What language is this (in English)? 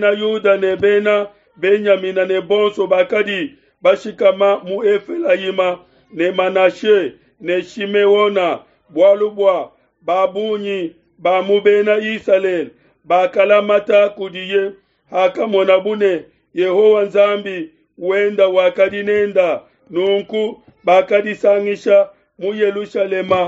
Luba-Lulua